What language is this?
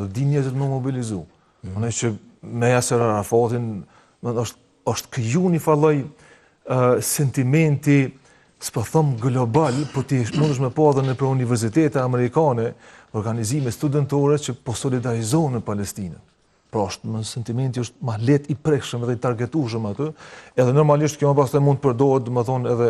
Albanian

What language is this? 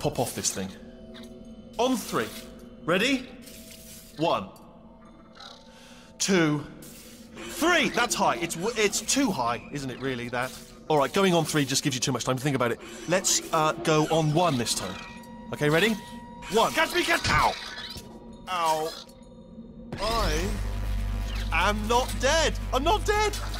English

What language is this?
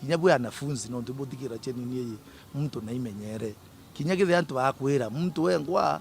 Meru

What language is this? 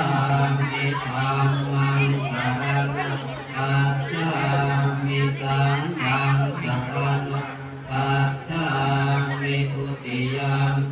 Pali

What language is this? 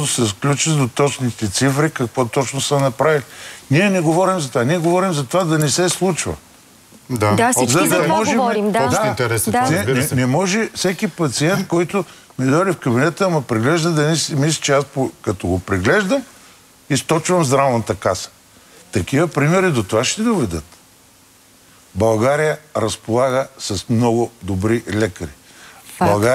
Bulgarian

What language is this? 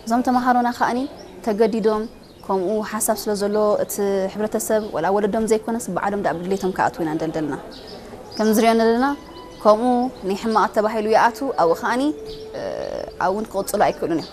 Tigrinya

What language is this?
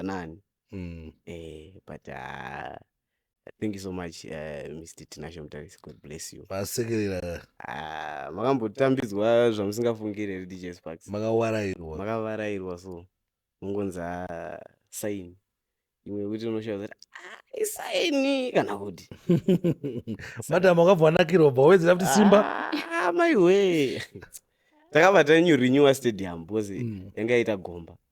Shona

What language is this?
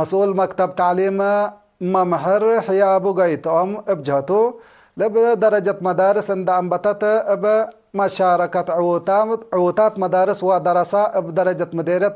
Tigre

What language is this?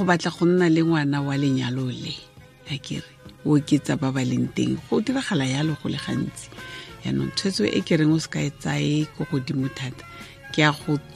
Tswana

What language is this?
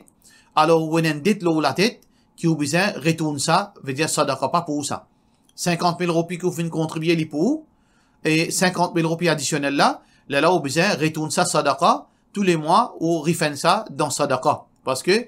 Morisyen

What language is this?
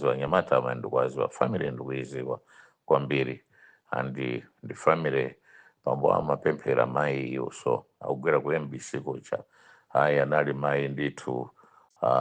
Nyanja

